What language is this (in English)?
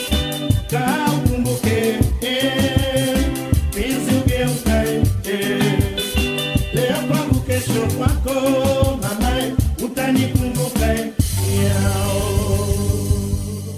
Swahili